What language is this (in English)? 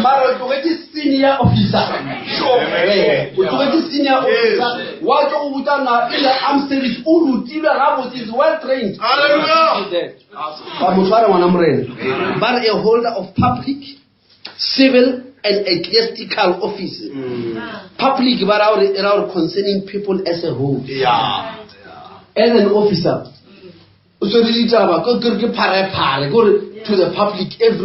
Northern Sotho